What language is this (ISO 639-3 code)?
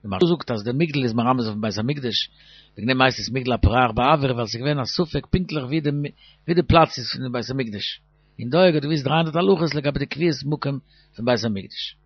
yid